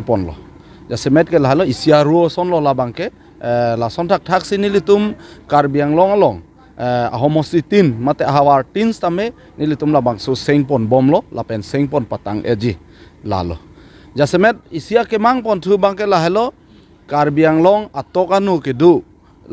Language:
Karbi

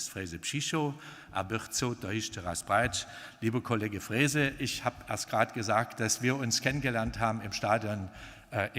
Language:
Upper Sorbian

